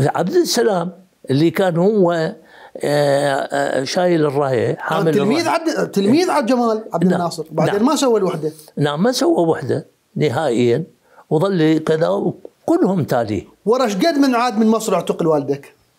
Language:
Mesopotamian Arabic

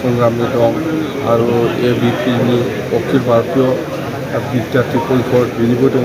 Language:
Bodo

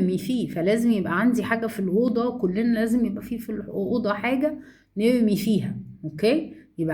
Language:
Egyptian Arabic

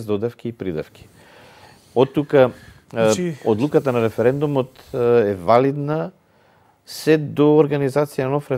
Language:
Macedonian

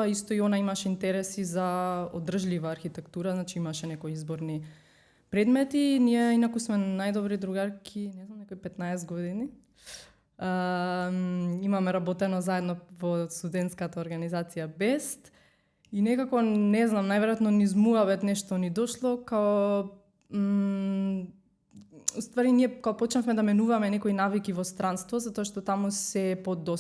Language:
Macedonian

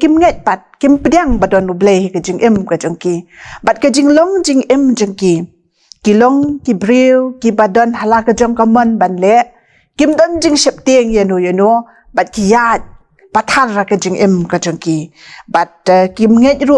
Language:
Khasi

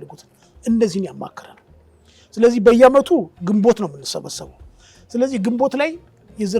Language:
Amharic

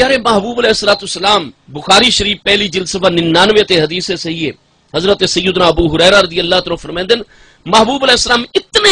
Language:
Saraiki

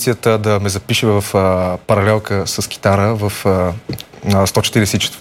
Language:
Bulgarian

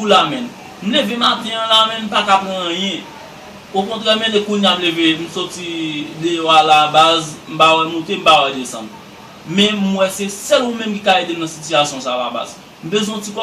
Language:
Haitian Creole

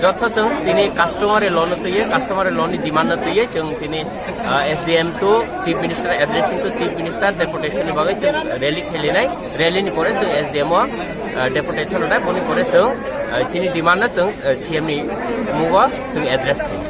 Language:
Kok Borok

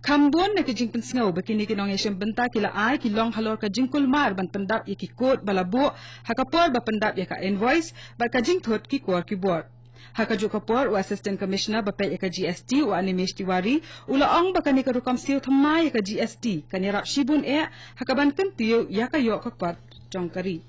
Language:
Khasi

